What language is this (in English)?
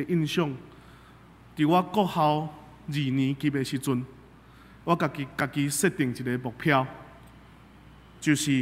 Min Nan Chinese